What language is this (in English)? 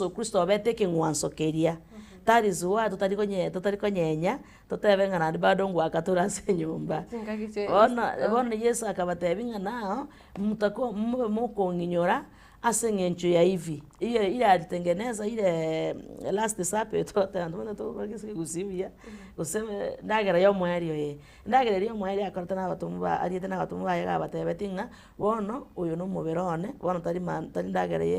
Gusii